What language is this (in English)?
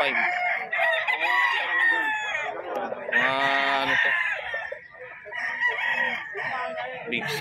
Filipino